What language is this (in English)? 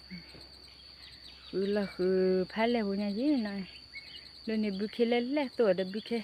S'gaw Karen